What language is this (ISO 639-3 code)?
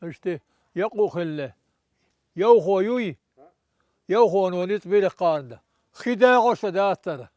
che